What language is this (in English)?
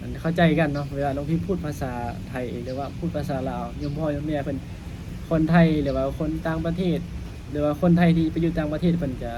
Lao